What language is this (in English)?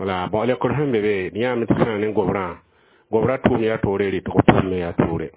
Mossi